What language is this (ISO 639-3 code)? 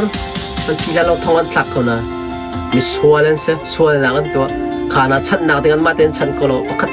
cnh